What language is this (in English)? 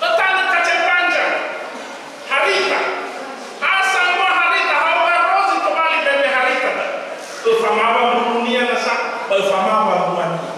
Nias